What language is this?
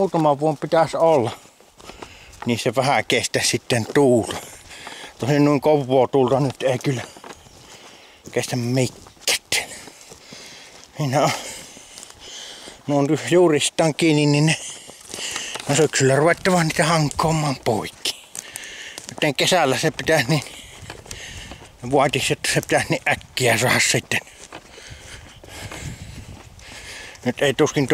Finnish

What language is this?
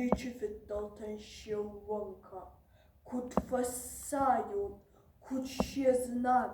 Ossetic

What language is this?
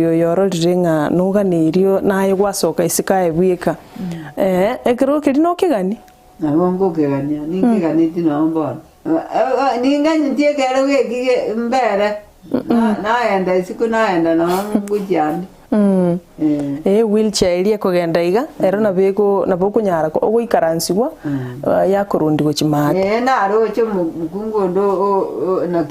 Gusii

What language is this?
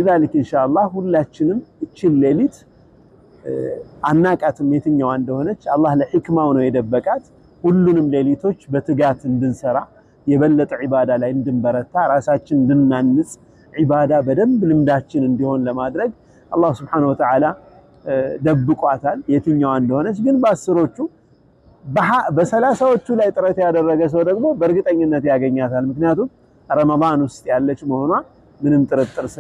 Amharic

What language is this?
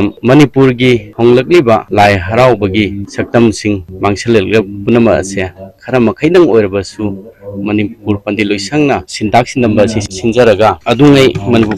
Manipuri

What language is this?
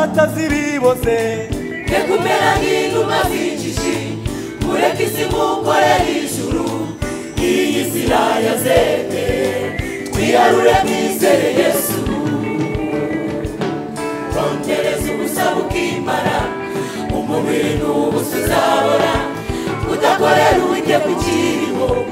Kinyarwanda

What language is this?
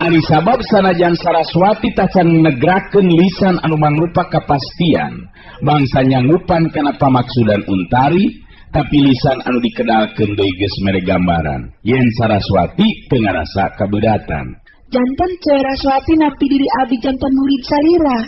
Sundanese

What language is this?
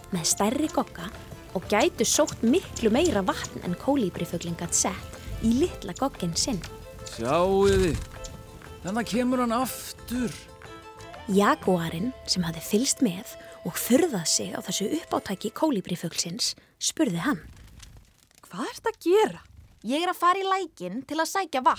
Icelandic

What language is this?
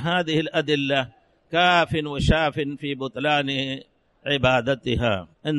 Arabic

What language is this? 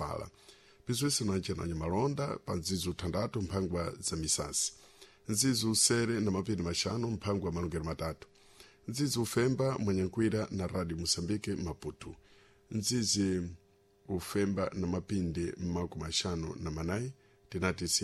Sena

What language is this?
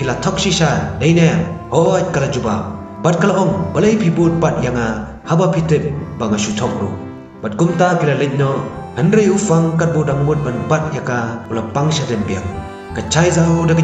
Khasi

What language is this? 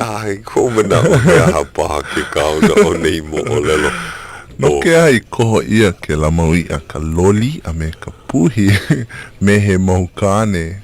Hawaiian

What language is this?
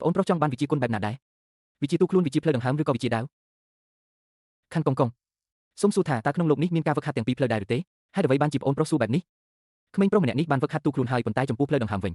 Khmer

